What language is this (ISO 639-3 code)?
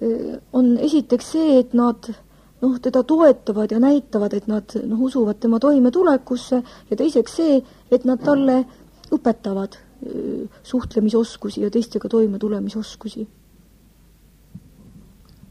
est